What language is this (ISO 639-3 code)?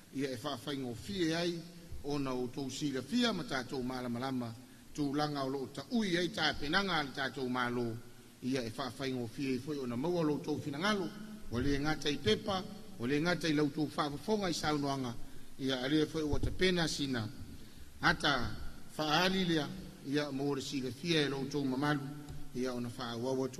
smo